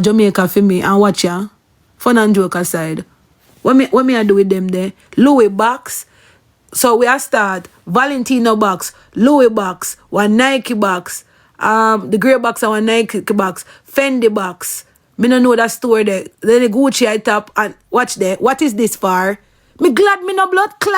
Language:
Jamaican Creole English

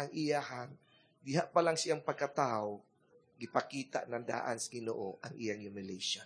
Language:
Cebuano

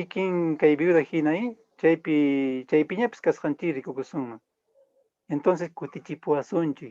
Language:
Quechua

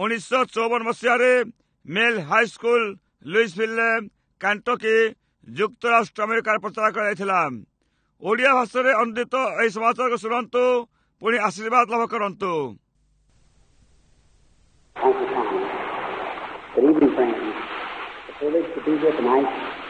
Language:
Odia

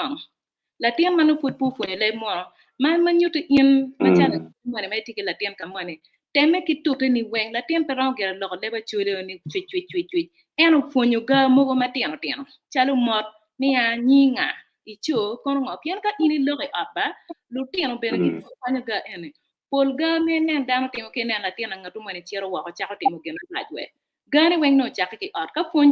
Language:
Acoli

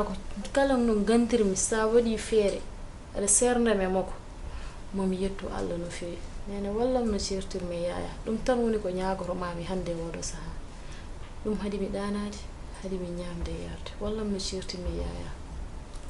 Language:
Fula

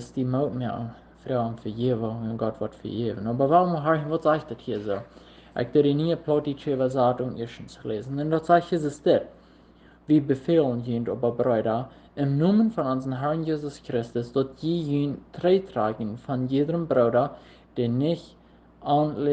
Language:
Plautdietsch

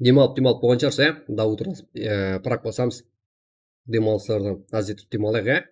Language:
Kara-Kalpak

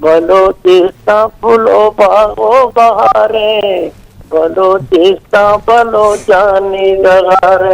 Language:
Eastern Balochi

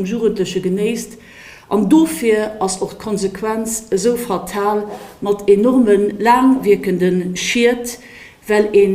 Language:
Luxembourgish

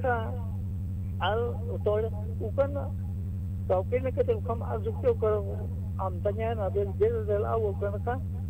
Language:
Aymara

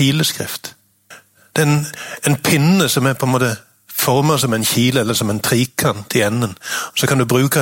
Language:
Norwegian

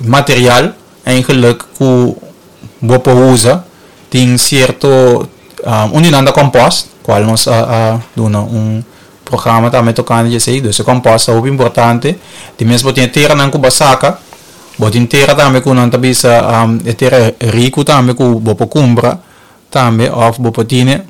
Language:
Papiamento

